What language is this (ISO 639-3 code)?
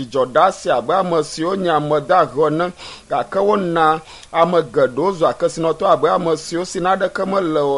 ewe